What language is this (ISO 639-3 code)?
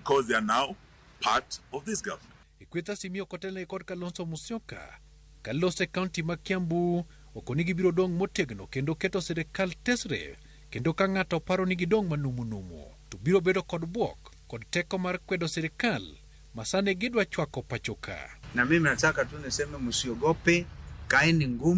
luo